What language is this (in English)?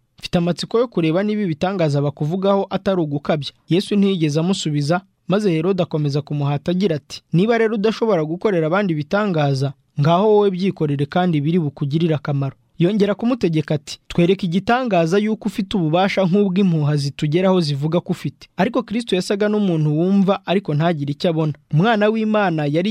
Kinyarwanda